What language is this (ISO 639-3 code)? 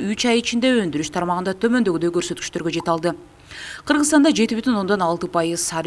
kir